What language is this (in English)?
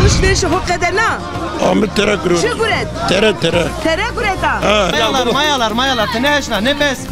Zaza